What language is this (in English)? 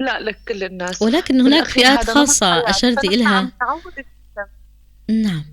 North Levantine Arabic